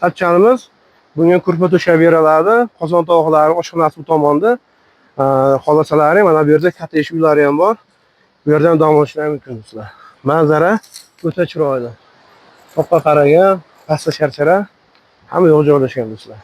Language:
Uzbek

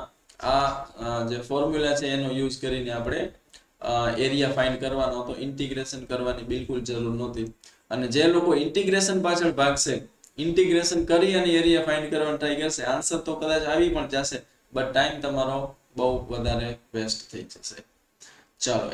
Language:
Gujarati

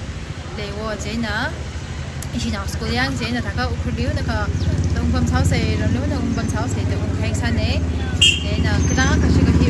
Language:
Tangkhul Naga (India)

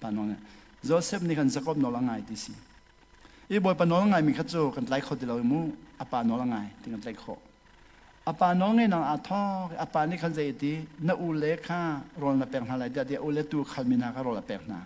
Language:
Hakha Chin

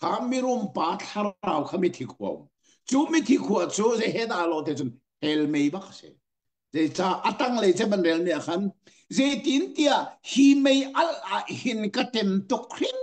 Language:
Hakha Chin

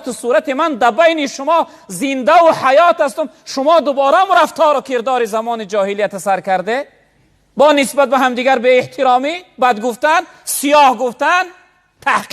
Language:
Tajik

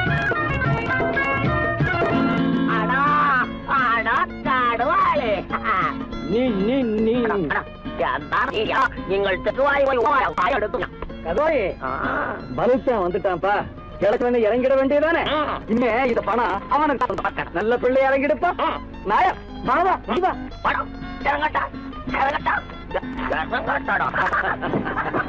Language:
Tamil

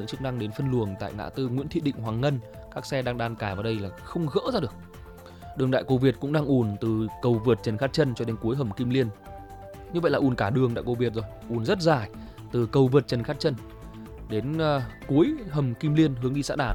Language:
Vietnamese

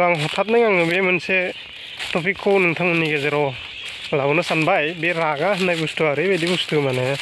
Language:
Bodo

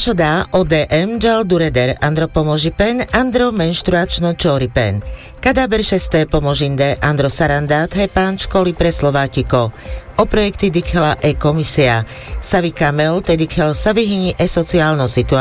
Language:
Carpathian Romani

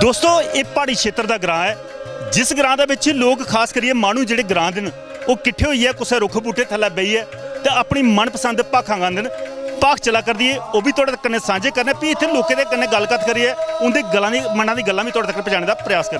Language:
Dogri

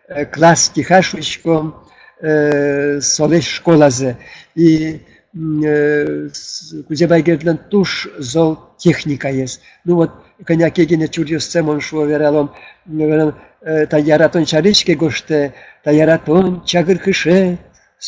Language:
Udmurt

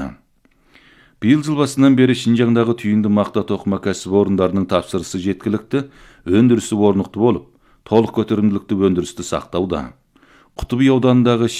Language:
Kazakh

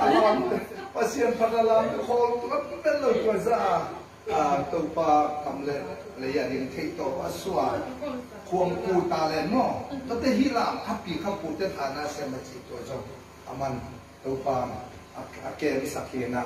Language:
Tedim Chin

